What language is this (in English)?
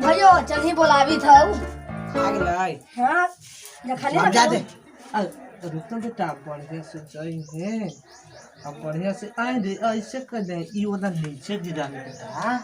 Magahi